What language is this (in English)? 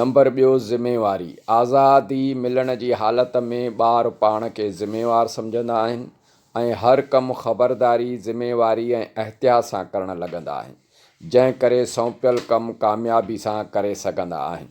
Sindhi